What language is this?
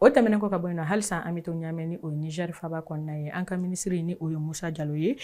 Bambara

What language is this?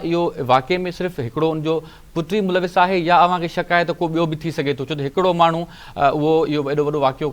Sindhi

